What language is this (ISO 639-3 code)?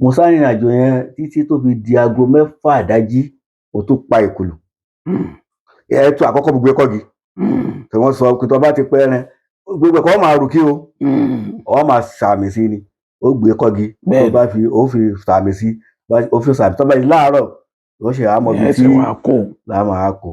yor